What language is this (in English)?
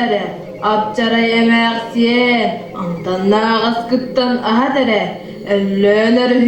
Yakut